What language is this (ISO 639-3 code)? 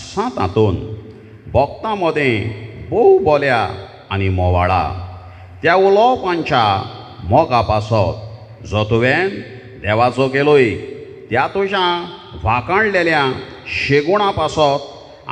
kok